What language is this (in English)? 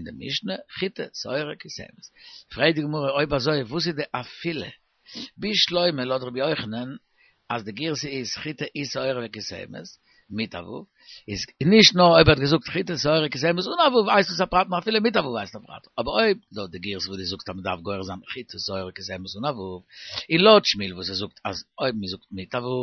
Yiddish